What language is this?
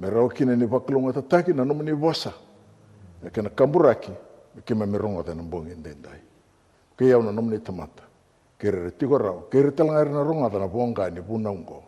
Fijian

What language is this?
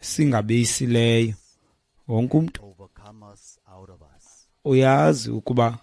Xhosa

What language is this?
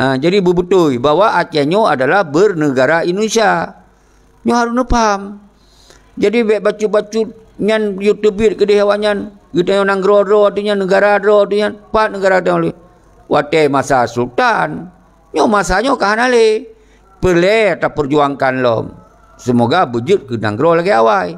Achinese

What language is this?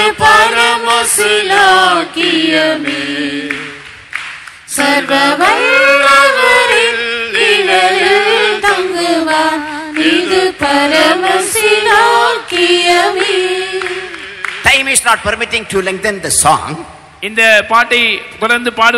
Tamil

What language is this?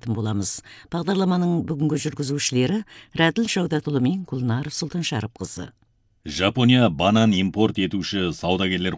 Kazakh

